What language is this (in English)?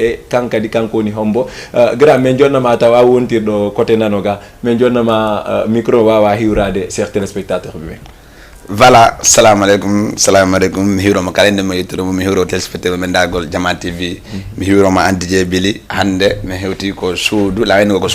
Fula